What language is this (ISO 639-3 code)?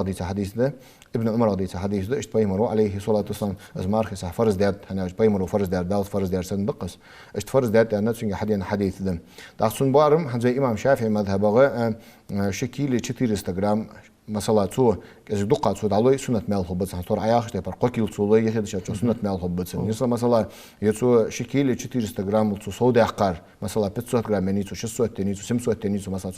inh